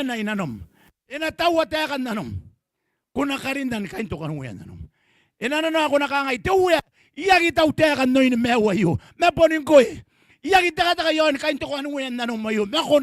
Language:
Gilbertese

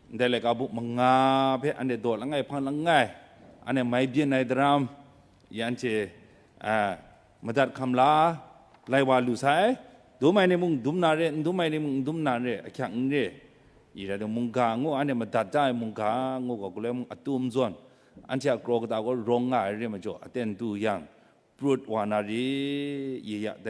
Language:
Kachin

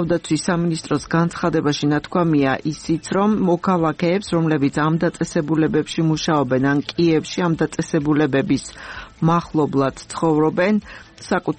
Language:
Georgian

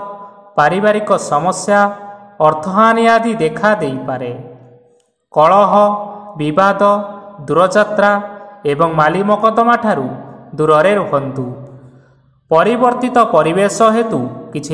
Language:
Odia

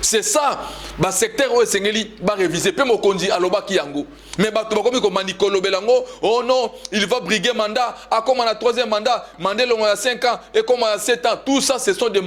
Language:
Lingala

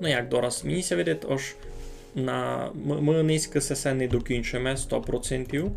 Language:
Rusyn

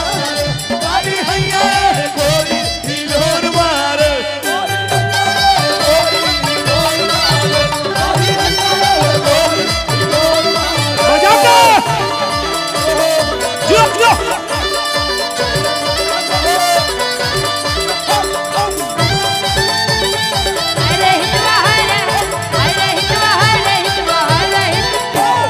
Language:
Bhojpuri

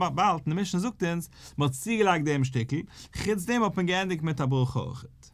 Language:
Yiddish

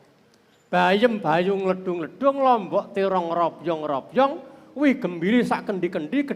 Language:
Javanese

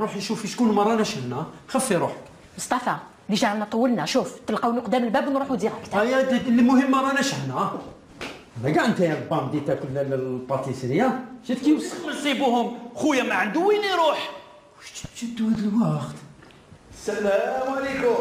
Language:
Algerian Arabic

